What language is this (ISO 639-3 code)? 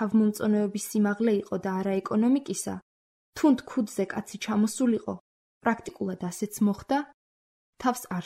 kat